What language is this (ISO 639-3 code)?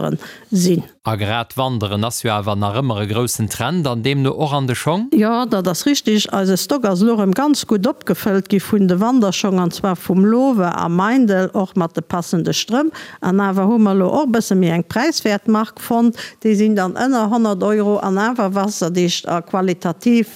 ltz